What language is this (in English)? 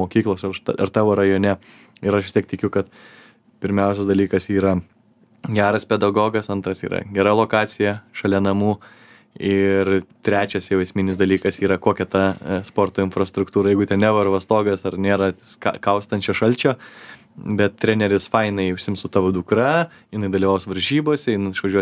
Lithuanian